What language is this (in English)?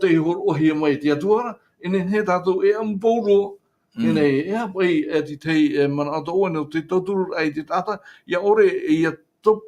Tahitian